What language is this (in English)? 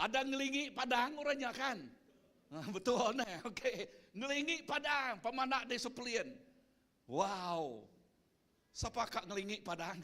Iban